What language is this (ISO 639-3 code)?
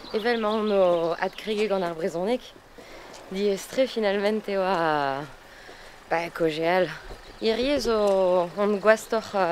bre